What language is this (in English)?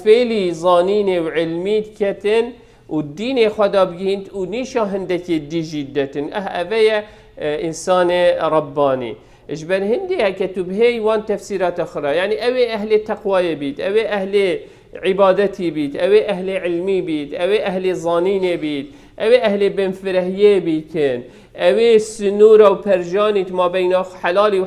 Kurdish